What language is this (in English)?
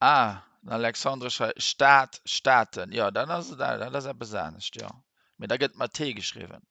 Luxembourgish